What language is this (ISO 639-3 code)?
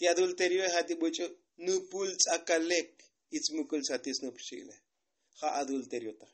tzo